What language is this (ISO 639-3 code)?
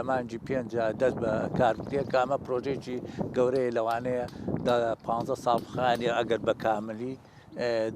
ckb